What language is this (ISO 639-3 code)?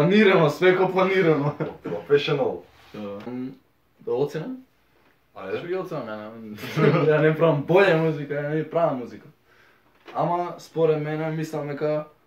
mkd